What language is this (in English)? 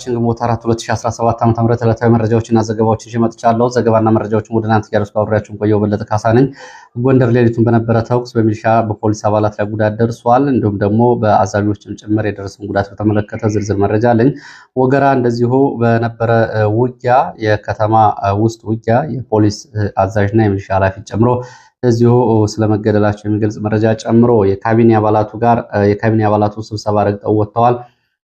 Amharic